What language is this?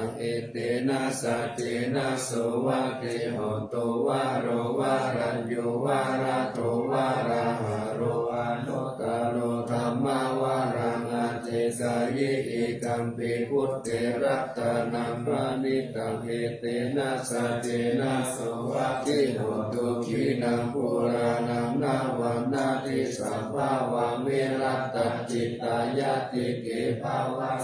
Pali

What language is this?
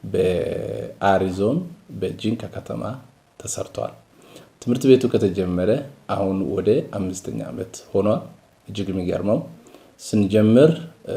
Amharic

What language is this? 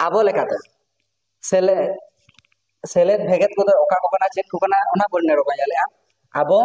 Santali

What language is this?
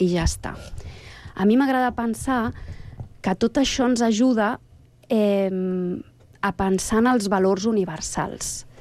Catalan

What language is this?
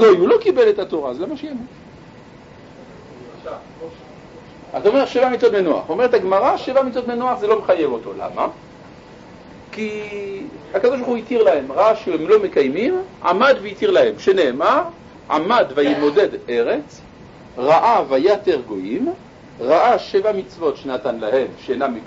Hebrew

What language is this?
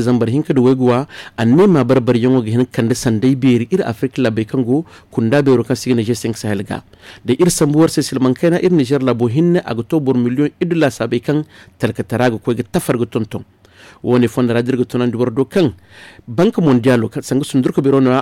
Zarma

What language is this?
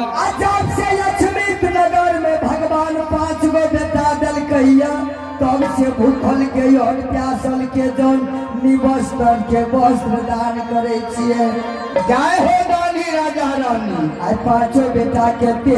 Maithili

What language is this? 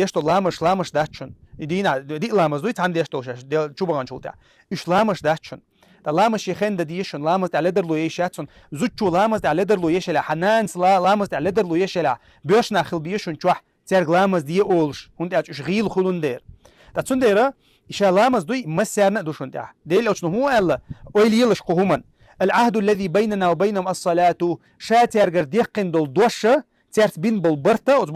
Chechen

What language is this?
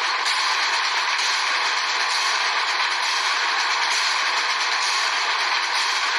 Serbian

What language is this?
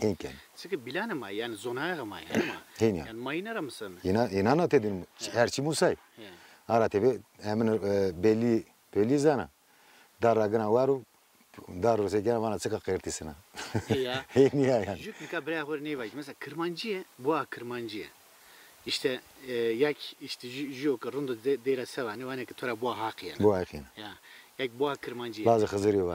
Zaza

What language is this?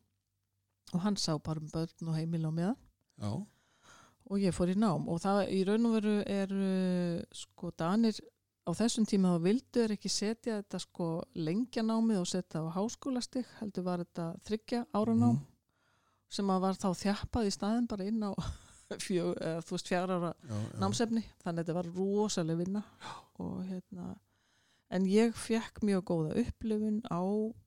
Icelandic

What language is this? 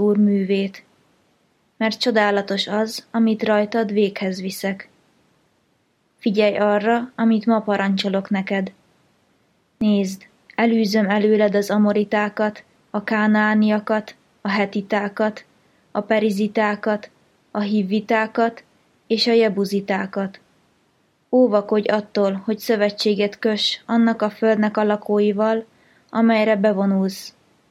Hungarian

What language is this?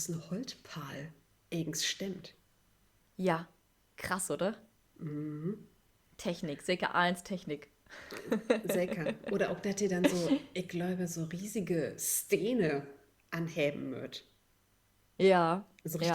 Low German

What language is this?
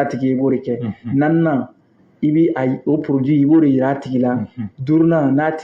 Bambara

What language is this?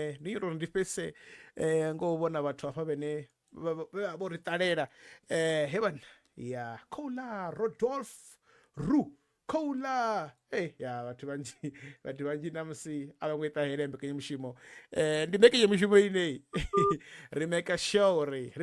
Venda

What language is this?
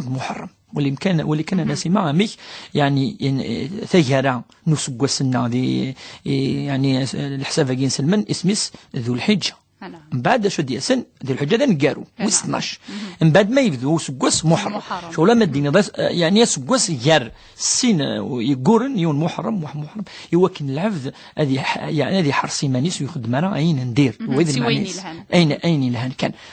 Kabyle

